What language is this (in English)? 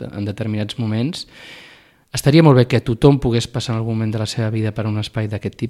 Catalan